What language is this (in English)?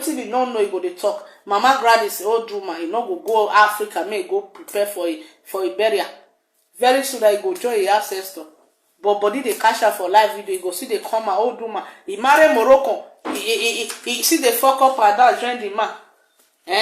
Nigerian Pidgin